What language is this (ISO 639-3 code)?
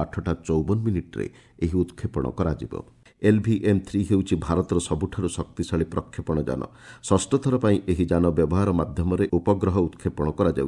ori